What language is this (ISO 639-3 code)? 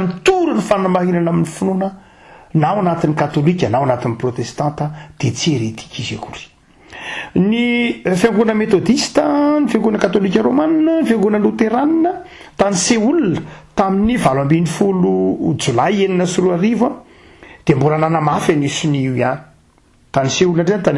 mlg